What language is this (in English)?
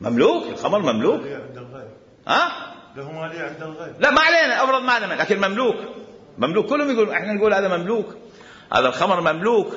Mesopotamian Arabic